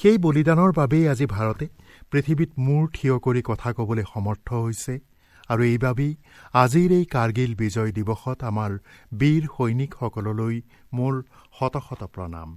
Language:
Assamese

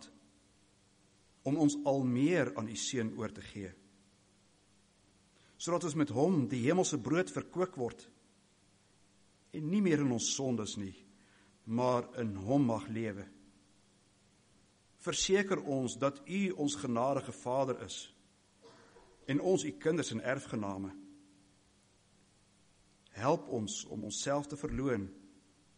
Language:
Afrikaans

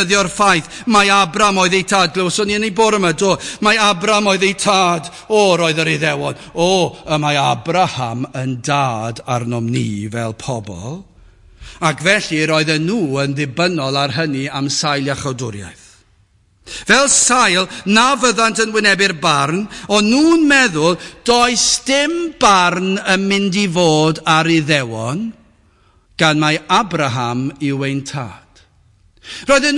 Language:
Welsh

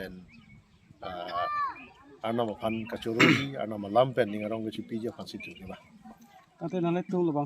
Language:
Karbi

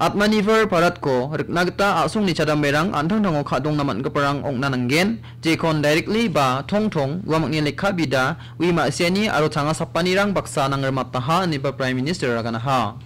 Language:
Garo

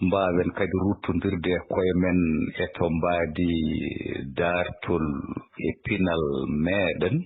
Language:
Fula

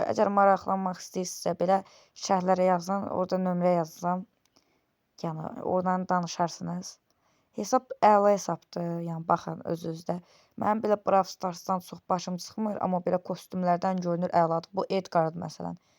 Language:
Azerbaijani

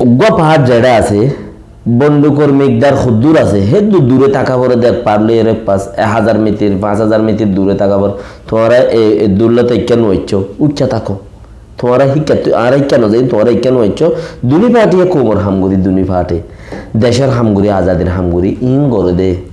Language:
Rohingya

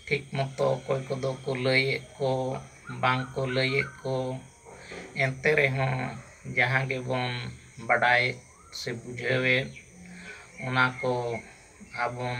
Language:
Santali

